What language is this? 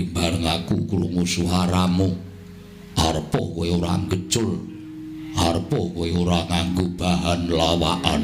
Javanese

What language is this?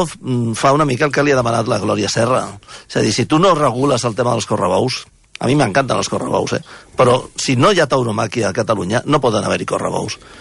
Catalan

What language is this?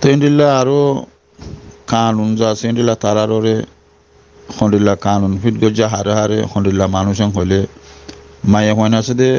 Rohingya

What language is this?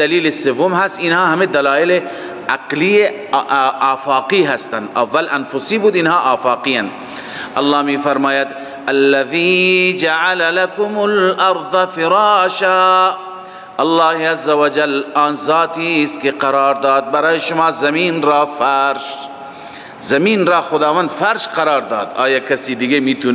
Persian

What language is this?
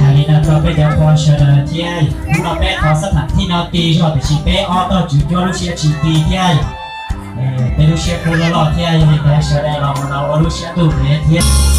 Hmong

